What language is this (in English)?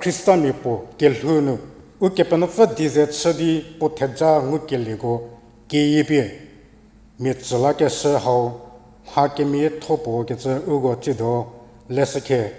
Angami Naga